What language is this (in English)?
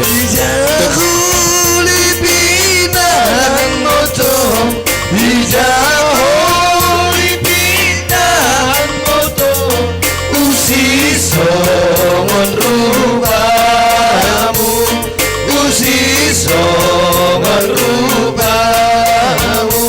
Batak Simalungun